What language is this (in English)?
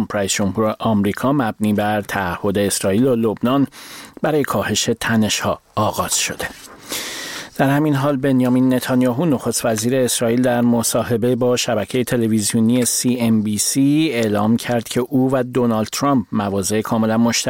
Persian